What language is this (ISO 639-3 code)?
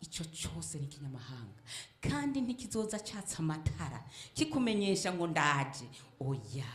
run